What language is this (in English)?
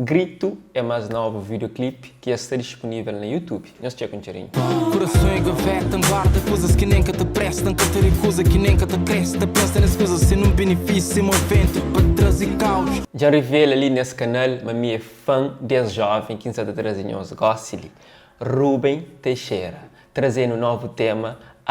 Kabuverdianu